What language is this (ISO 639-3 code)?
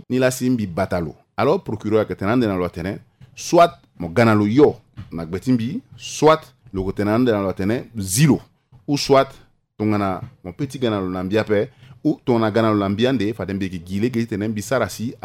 sag